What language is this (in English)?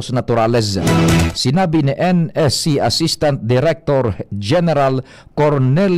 Bikol